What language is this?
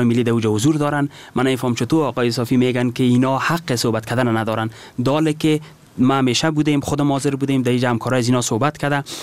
Persian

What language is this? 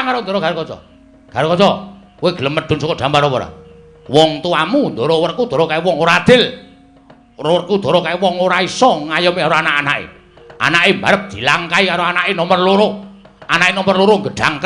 Javanese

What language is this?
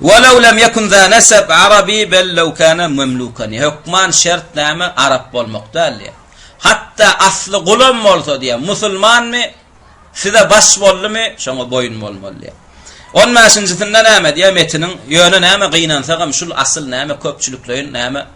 Turkmen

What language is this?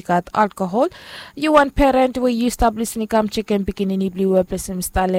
Bislama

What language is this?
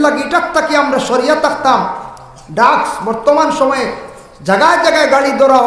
Sylheti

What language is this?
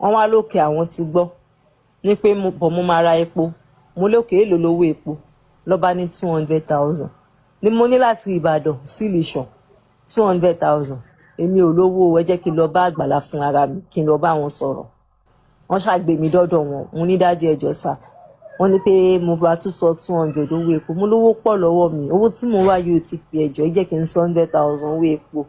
Yoruba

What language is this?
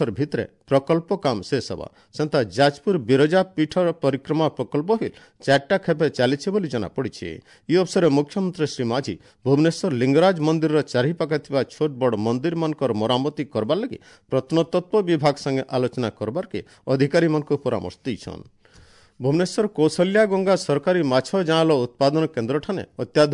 Odia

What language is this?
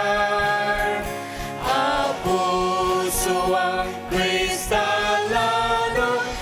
Ao Naga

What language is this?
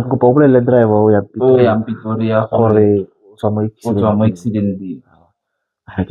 Tswana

